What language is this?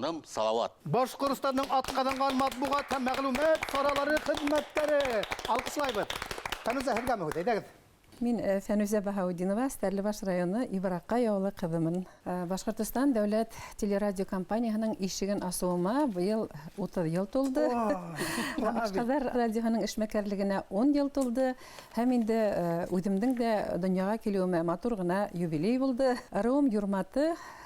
Bashkir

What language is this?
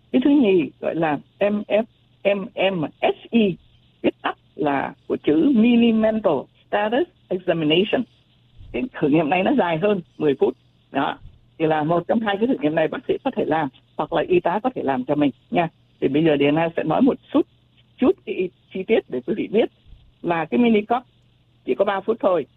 Vietnamese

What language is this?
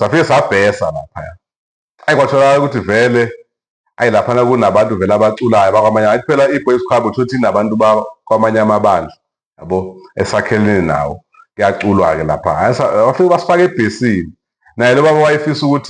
Zulu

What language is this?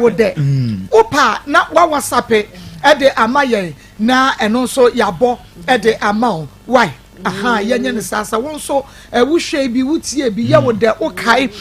Akan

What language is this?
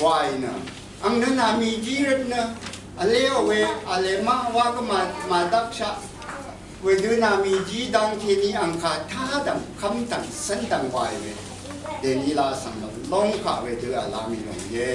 Rawang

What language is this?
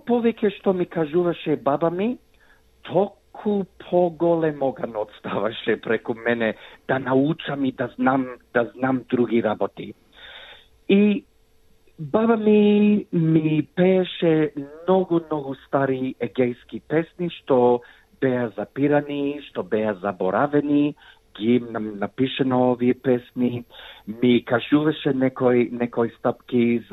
Macedonian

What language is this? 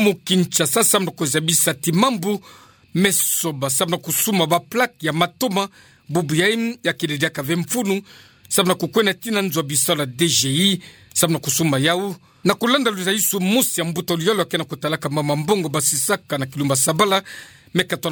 Kituba (Democratic Republic of Congo)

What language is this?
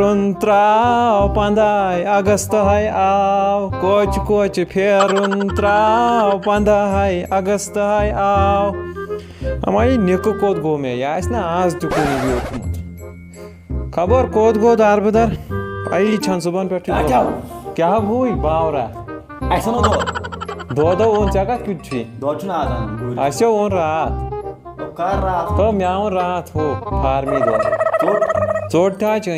Kashmiri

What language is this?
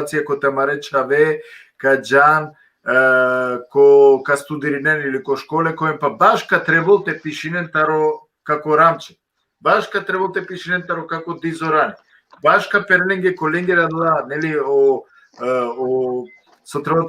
Balkan Romani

